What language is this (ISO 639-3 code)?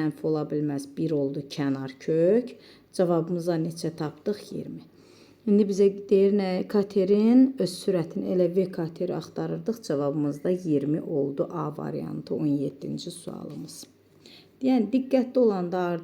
aze